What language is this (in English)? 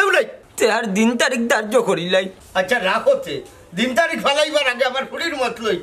Sylheti